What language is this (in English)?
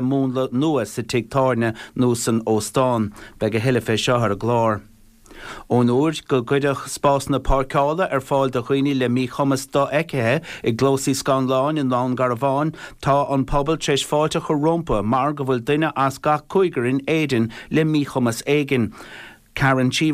Irish